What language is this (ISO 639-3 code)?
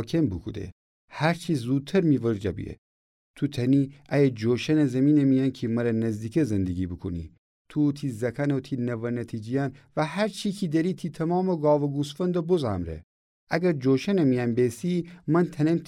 glk